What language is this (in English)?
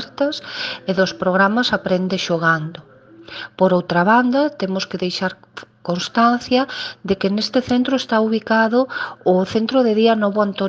Galician